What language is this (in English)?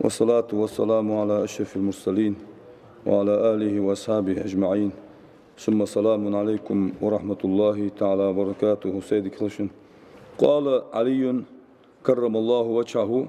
Ingush